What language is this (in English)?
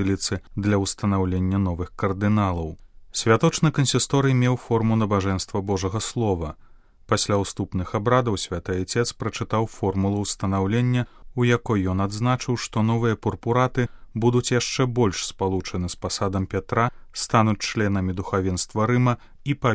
Belarusian